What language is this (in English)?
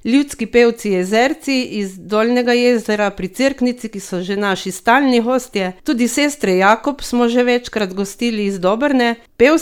Slovenian